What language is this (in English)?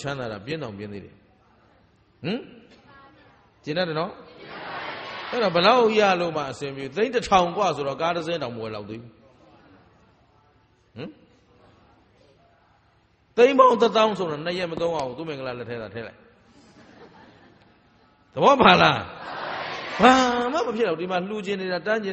Burmese